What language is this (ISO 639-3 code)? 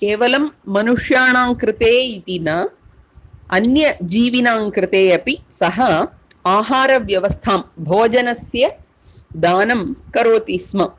san